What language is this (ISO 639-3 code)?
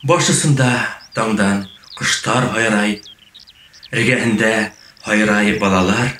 bak